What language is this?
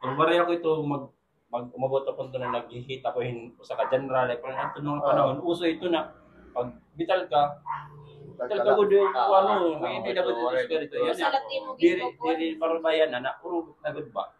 Waray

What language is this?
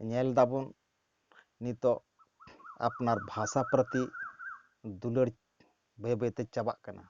Santali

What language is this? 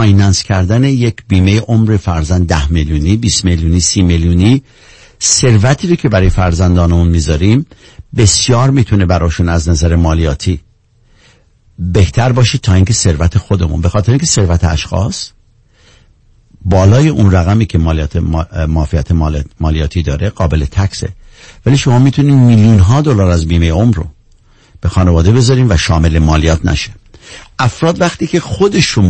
Persian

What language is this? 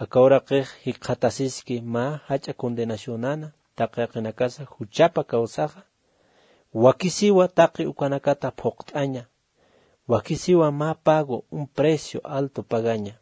Aymara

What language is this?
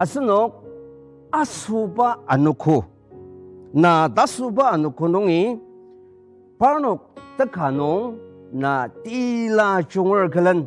Ao Naga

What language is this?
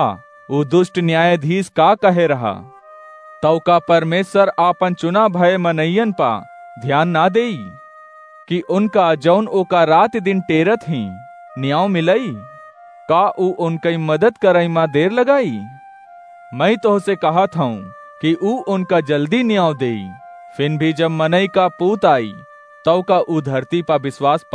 Awadhi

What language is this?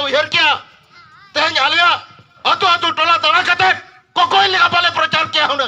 Santali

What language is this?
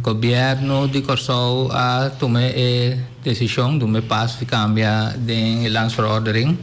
Papiamento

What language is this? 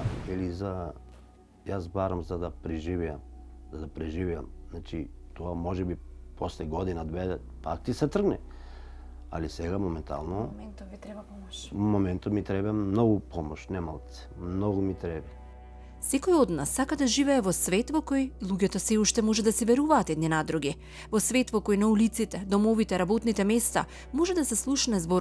Macedonian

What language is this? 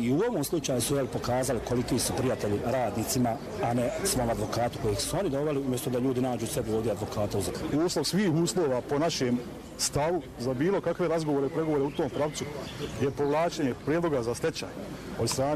Bosnian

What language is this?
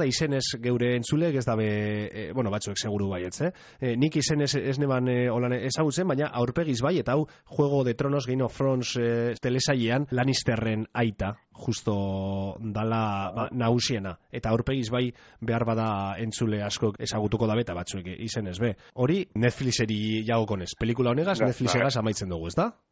Basque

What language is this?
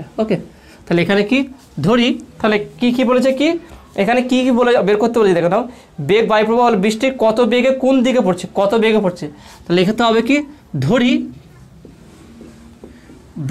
Bangla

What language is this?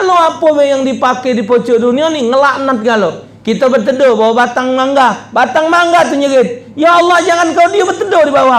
Musi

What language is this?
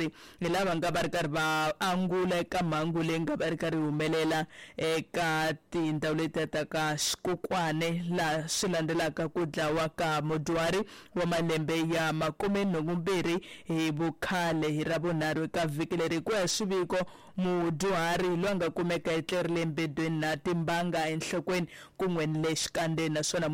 Tsonga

